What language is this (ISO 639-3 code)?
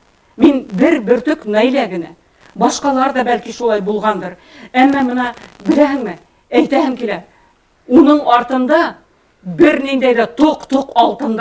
bak